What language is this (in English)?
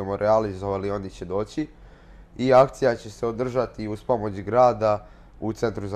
Serbian